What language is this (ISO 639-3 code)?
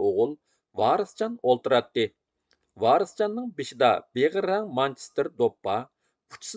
uig